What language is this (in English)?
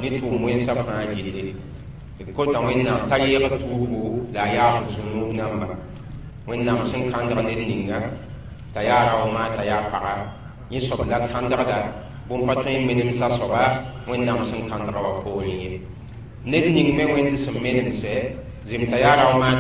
Mossi